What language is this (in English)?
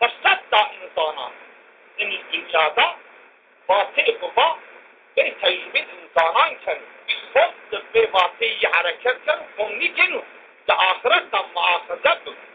Zaza